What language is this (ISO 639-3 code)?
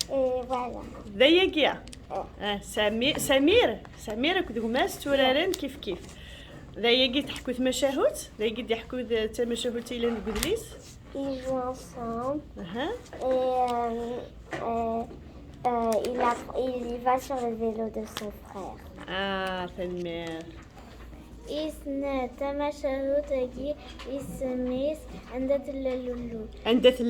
kab